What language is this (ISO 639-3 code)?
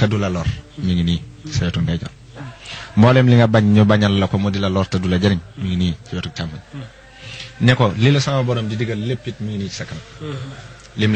wol